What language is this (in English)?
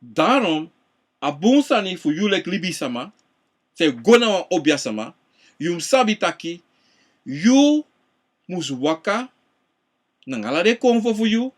Sranan Tongo